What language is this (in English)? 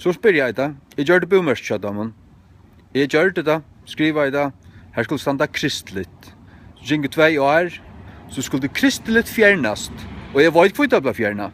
Faroese